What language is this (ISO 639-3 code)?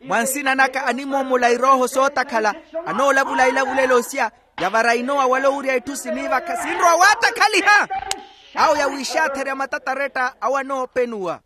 vmw